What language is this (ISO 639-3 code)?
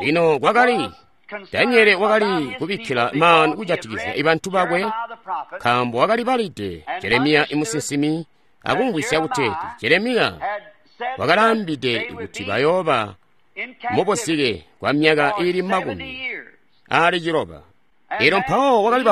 toi